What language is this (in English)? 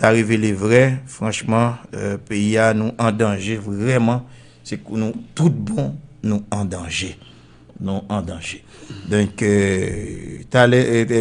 Haitian Creole